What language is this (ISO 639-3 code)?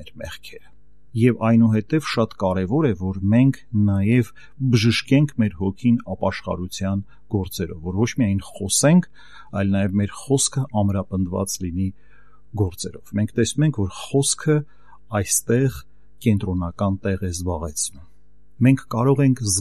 hye